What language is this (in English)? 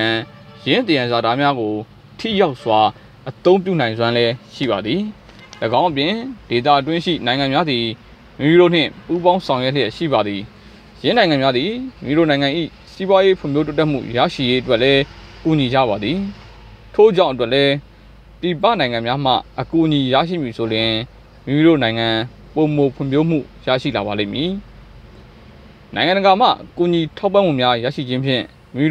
Burmese